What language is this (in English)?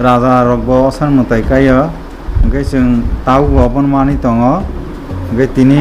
Kok Borok